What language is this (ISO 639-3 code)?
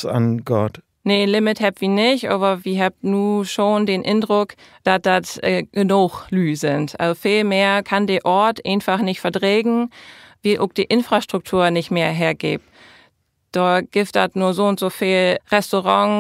nds